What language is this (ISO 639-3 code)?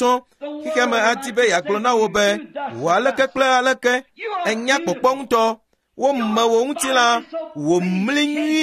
ewe